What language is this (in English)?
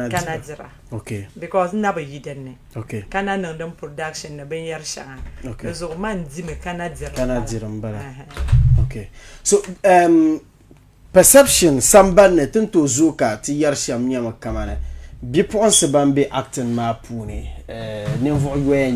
Dagbani